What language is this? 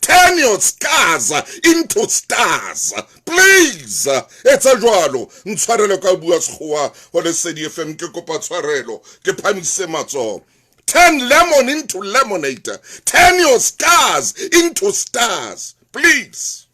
Southern Sotho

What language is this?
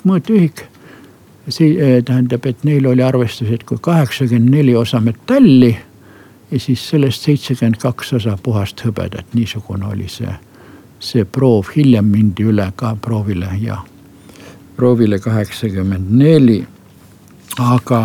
Estonian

